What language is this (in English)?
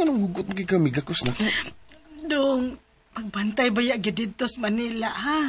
Cebuano